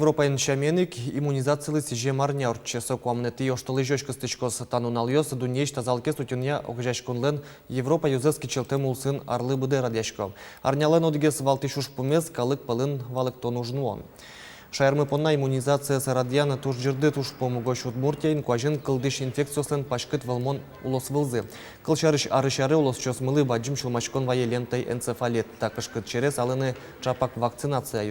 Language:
Udmurt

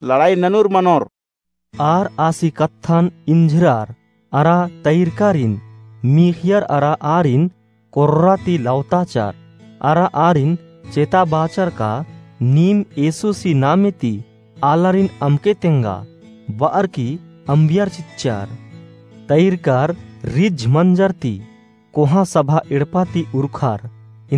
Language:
Kurukh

